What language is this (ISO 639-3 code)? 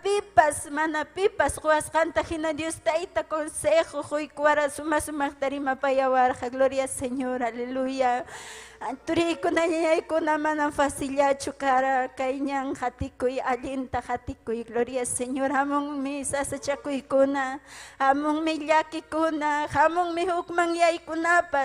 quy